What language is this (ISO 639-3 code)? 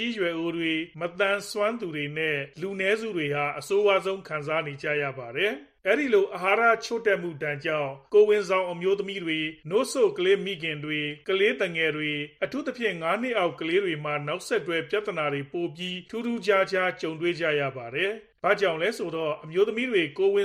mya